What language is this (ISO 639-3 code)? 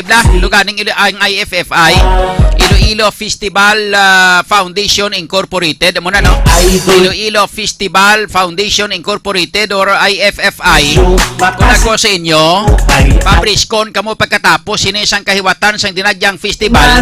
hil